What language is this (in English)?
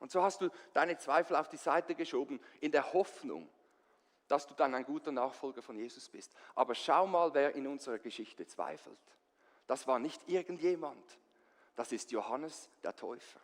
Swiss German